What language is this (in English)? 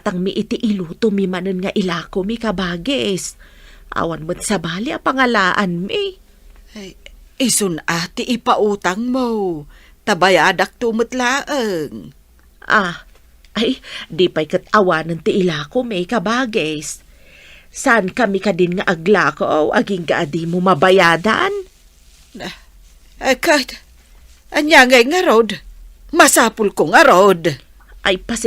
Iloko